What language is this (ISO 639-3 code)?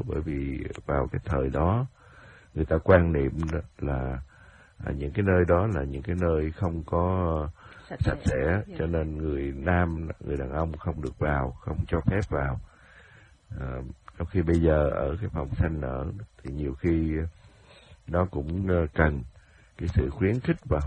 vie